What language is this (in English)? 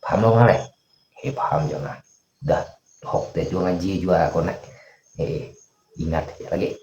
Banjar